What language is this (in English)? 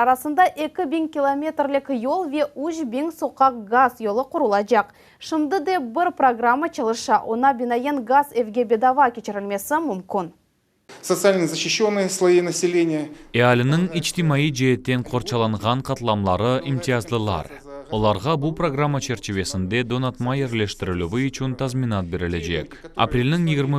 Crimean Tatar